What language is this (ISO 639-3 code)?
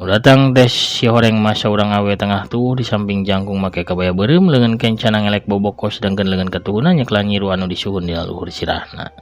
sun